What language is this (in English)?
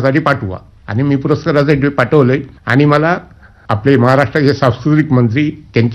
Marathi